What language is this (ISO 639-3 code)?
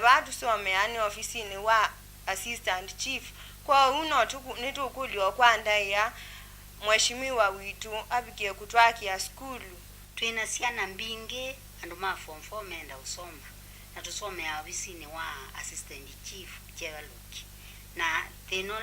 kam